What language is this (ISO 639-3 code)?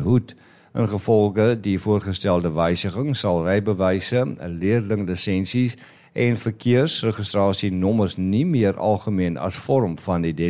afr